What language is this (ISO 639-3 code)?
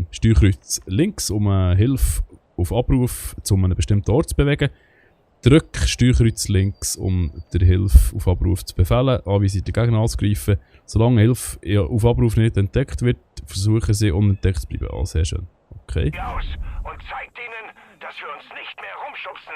gsw